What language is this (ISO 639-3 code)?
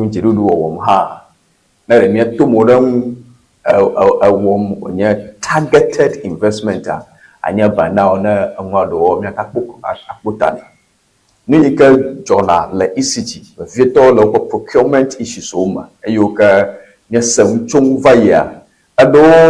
ewe